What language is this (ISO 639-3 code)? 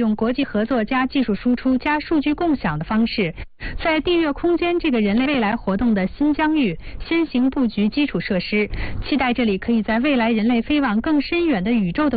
zho